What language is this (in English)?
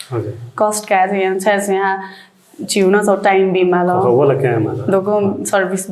Newari